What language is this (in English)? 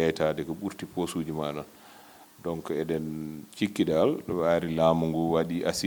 Fula